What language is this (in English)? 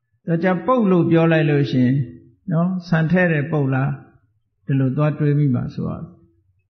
Burmese